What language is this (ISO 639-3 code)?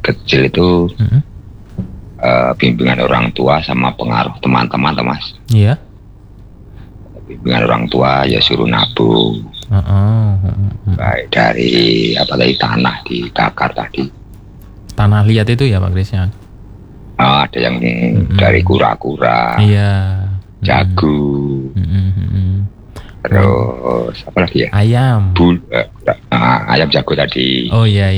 ind